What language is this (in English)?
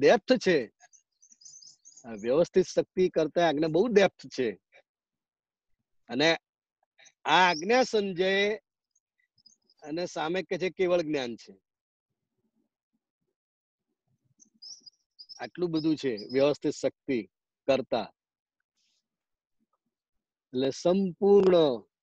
Gujarati